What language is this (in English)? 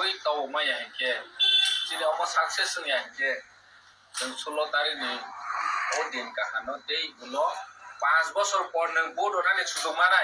Kok Borok